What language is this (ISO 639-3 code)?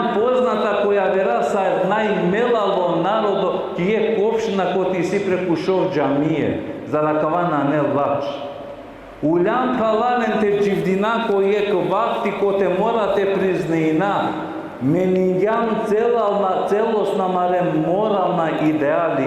rmn